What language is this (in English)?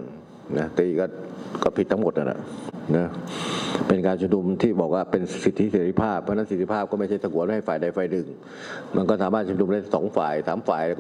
Thai